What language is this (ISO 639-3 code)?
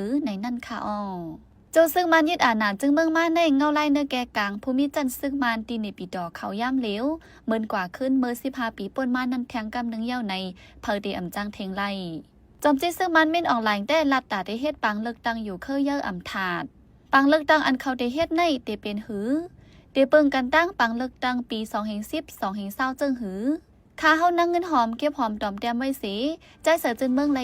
shn